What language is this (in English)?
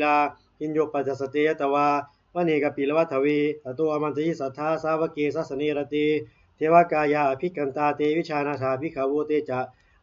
Pali